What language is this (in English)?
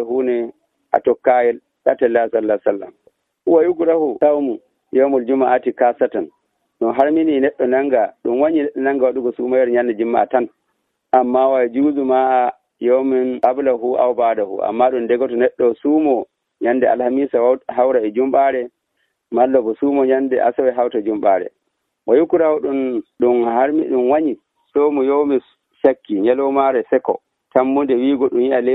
Nigerian Fulfulde